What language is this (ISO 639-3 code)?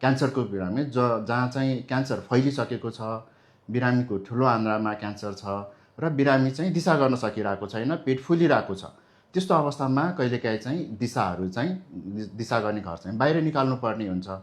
nep